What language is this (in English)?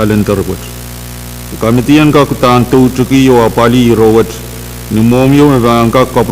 Pohnpeian